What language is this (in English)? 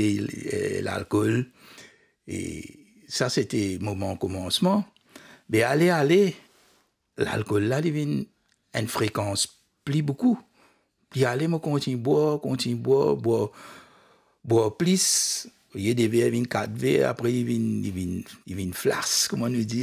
Morisyen